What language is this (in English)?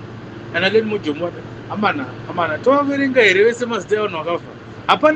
Shona